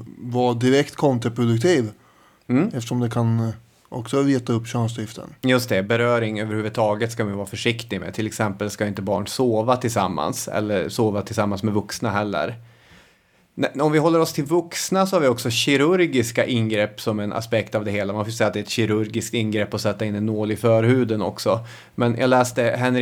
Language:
Swedish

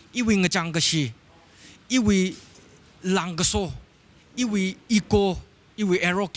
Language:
Tangkhul Naga (India)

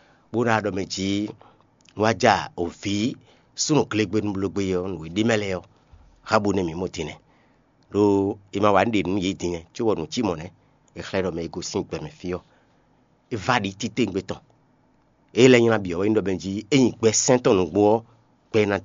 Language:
Fon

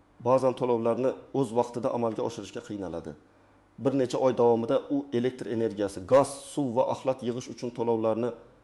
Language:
Uzbek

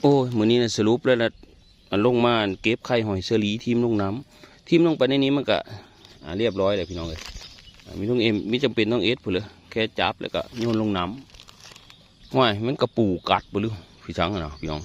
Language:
Northeastern Thai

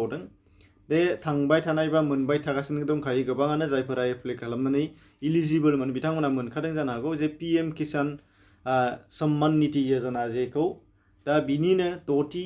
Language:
Bodo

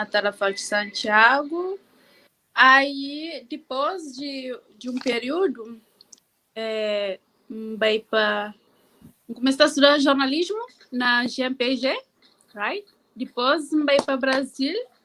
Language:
Kabuverdianu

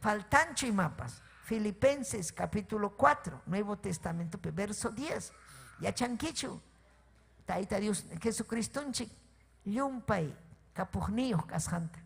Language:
Ayacucho Quechua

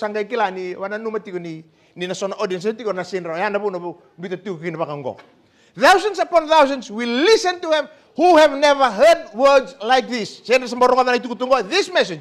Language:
Fijian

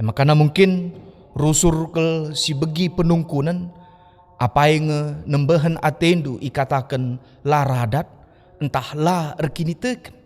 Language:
Batak Karo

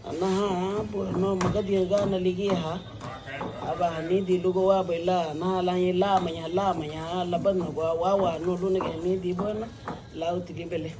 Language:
Garifuna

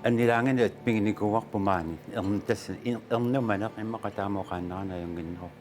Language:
Kalaallisut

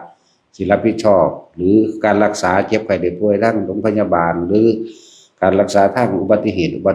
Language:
Lao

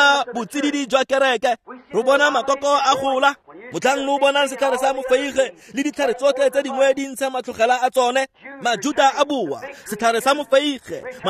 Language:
Tswana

